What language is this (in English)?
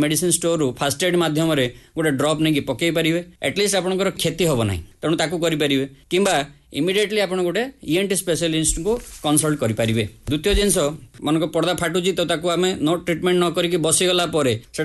Odia